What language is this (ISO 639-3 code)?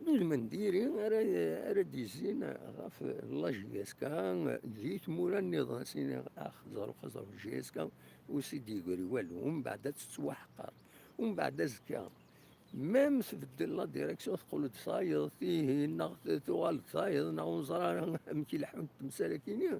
kab